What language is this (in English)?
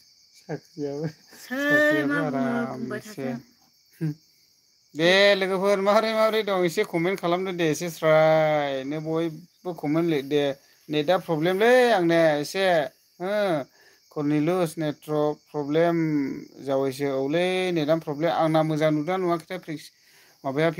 Bodo